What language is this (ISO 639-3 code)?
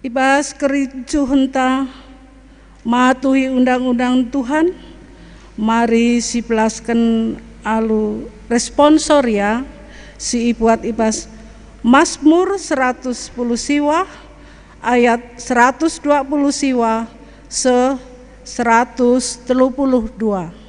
btx